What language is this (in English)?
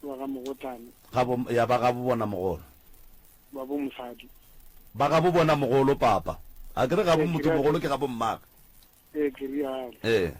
Northern Sotho